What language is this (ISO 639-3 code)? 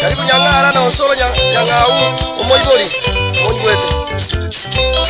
guz